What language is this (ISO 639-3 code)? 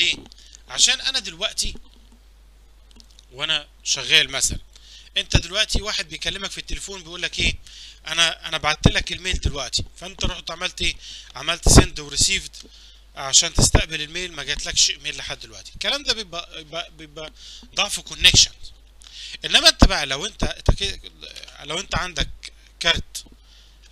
arz